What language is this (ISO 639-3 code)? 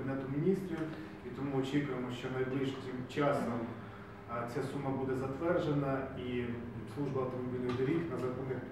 ukr